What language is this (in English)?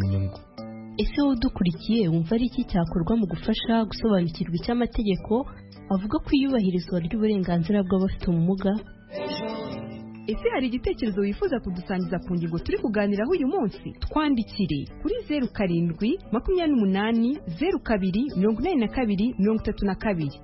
Kinyarwanda